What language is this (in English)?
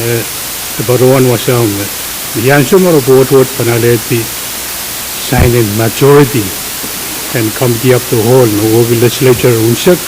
Pohnpeian